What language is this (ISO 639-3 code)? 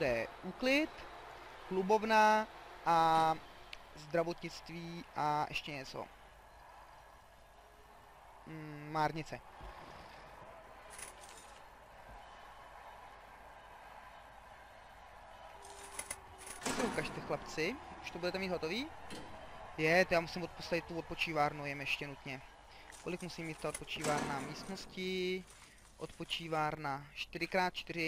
ces